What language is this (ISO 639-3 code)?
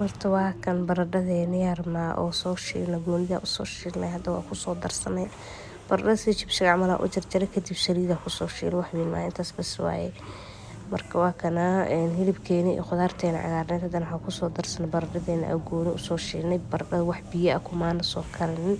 som